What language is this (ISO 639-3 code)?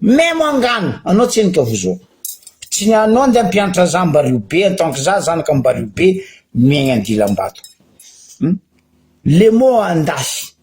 mlg